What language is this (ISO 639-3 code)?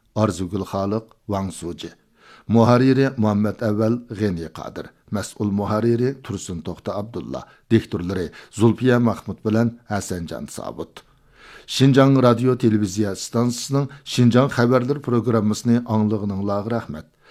uig